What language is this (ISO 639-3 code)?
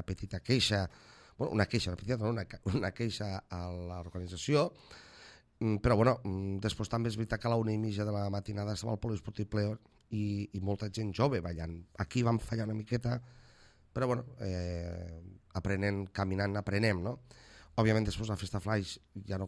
cat